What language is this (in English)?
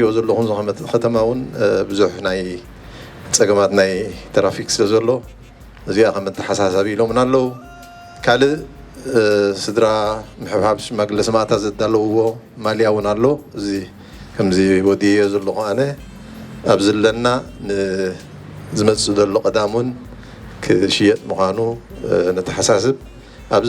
Tigrinya